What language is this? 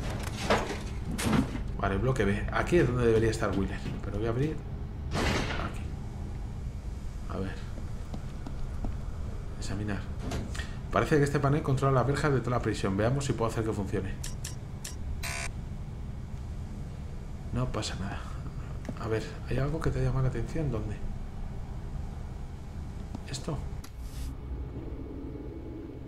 Spanish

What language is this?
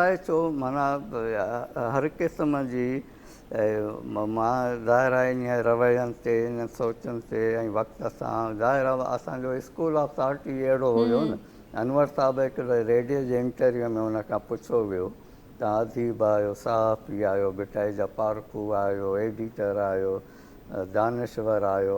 Sindhi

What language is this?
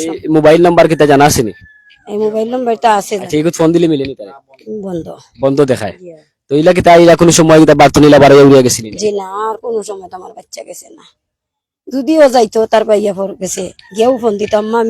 Sylheti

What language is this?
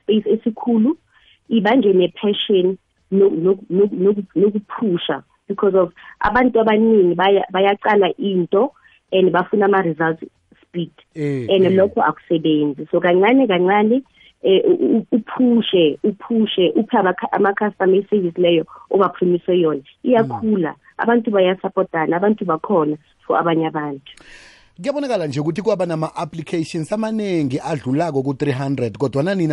South Ndebele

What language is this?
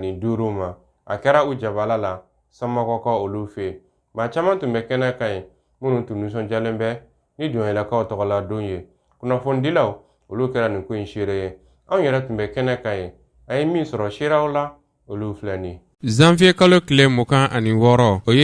Bambara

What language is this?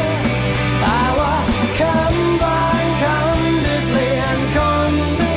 Thai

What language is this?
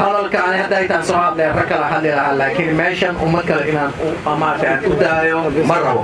Somali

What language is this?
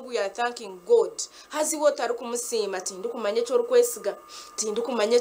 Nyankole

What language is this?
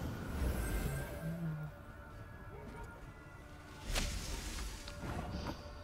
Korean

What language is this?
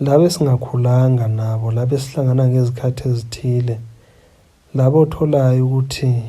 Zulu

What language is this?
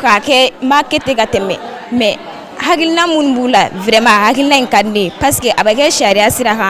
Bambara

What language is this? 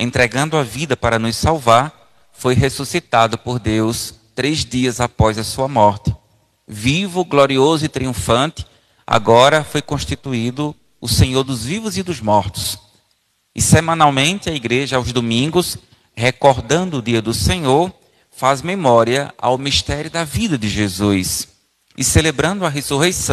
Portuguese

